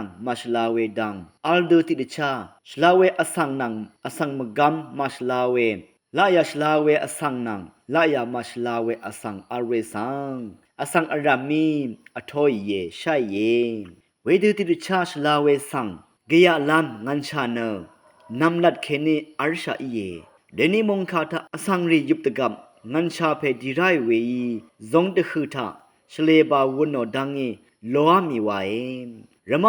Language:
Rawang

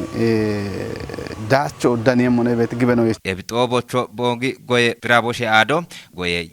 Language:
Kafa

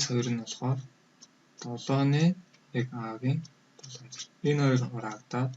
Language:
Mongolian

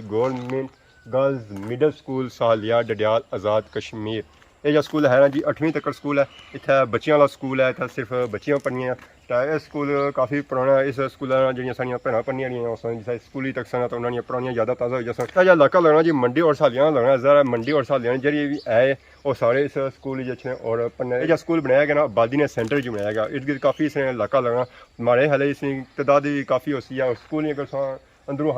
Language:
Pahari-Potwari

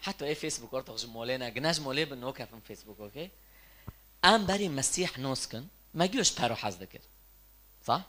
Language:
Kurdish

